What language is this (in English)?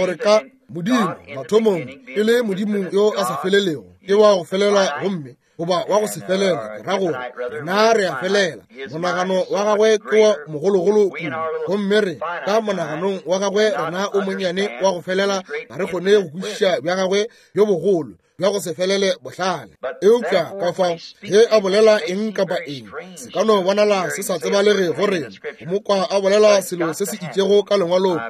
Northern Sotho